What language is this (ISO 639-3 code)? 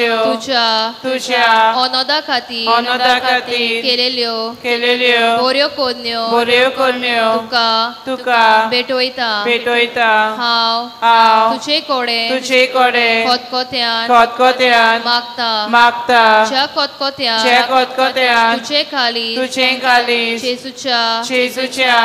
kok